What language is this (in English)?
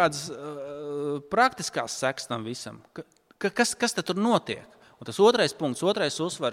Latvian